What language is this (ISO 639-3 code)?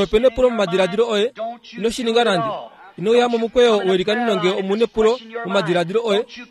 kua